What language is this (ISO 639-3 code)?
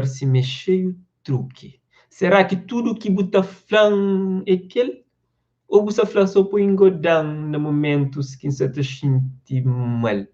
kea